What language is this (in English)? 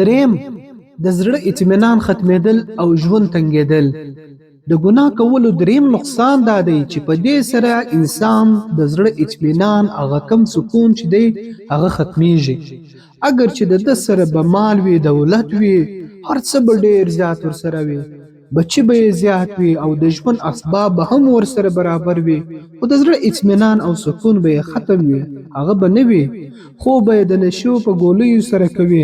Pashto